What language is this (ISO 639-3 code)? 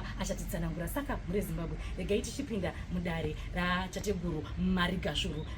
sna